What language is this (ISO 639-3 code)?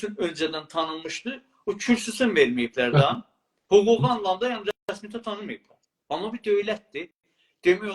azb